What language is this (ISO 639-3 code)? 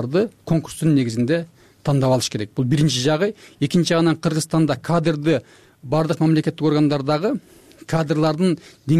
kir